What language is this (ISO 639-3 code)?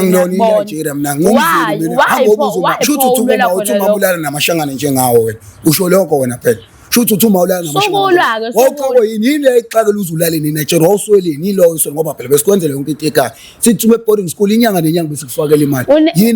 zul